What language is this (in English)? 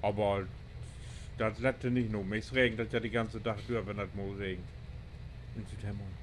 Low German